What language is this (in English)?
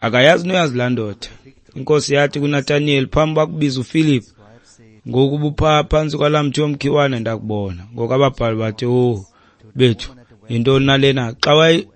Xhosa